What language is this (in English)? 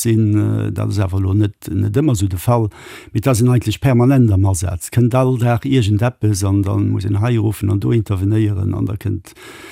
Luxembourgish